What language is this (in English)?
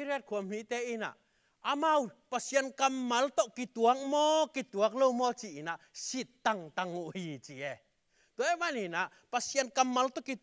Tedim Chin